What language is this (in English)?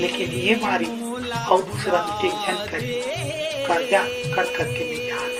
Chhattisgarhi